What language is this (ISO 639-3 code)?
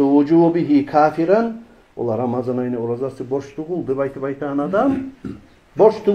kum